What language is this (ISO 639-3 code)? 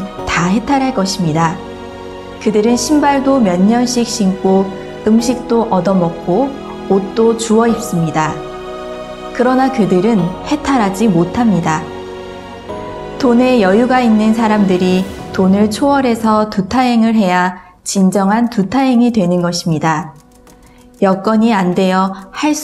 kor